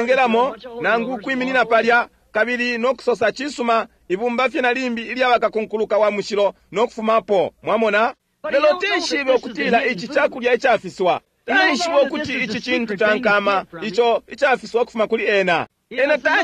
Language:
Bemba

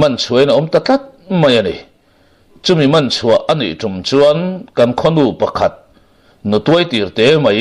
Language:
Mizo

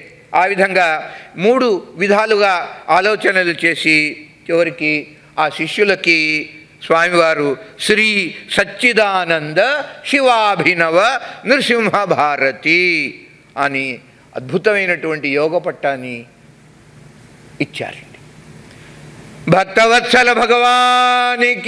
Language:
Telugu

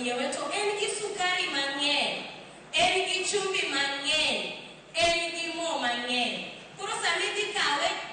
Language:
Luo (Kenya and Tanzania)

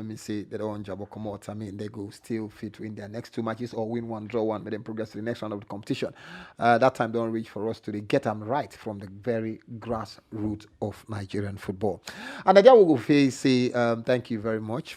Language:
Nigerian Pidgin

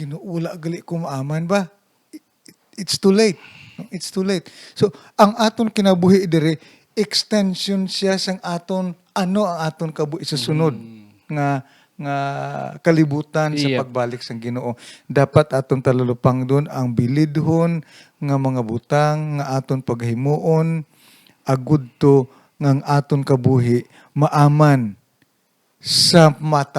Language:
Hiligaynon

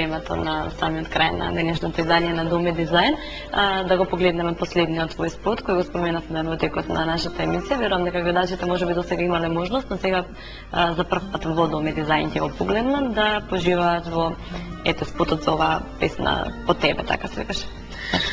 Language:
Macedonian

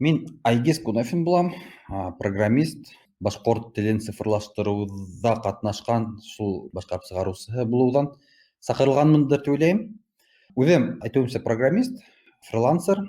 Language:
Bashkir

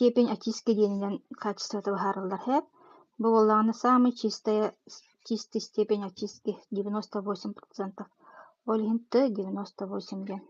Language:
Yakut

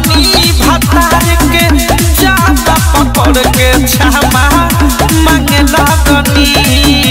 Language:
Bhojpuri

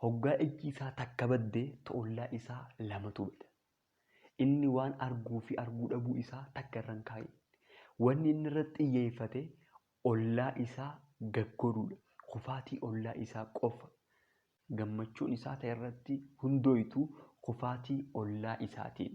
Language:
Oromo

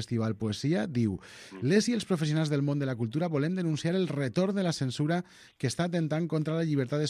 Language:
Catalan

